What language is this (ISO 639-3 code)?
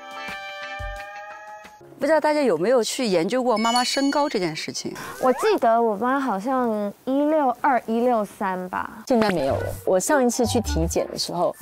zho